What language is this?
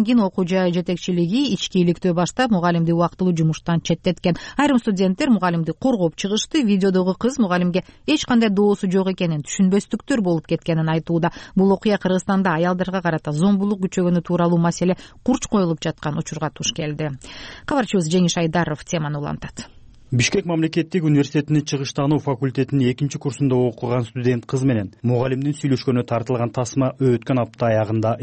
Kyrgyz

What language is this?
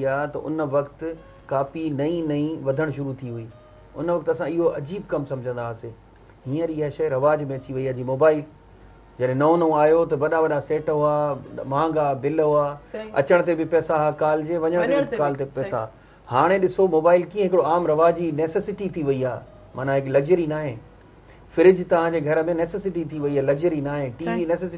Sindhi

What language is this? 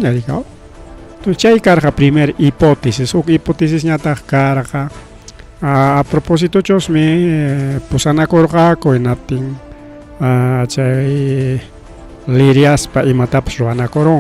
Ayacucho Quechua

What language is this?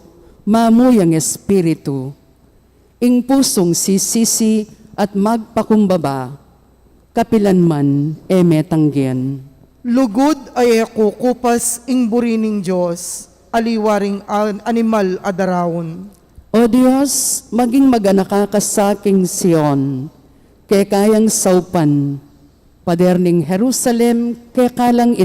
Pampanga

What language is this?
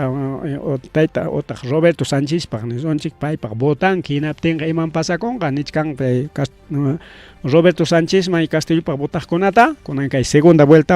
Ayacucho Quechua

